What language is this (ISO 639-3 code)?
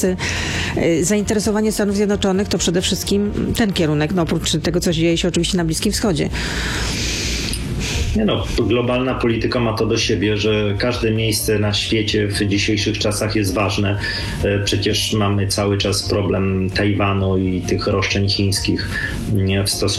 pol